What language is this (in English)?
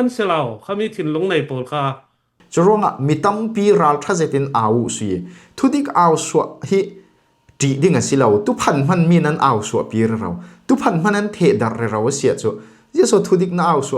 Falam Chin